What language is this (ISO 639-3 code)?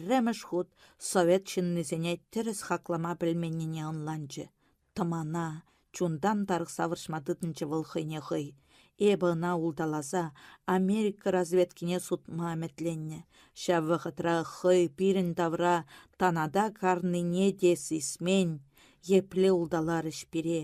chv